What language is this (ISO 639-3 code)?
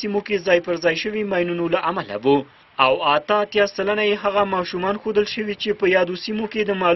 pus